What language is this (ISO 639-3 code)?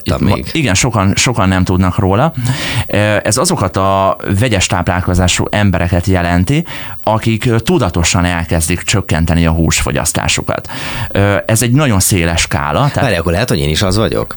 hun